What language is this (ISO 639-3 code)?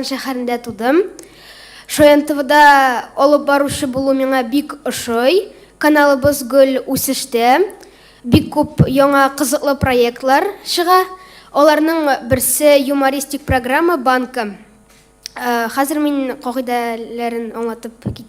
tat